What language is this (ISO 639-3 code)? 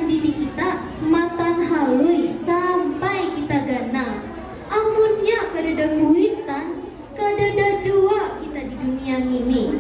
bjn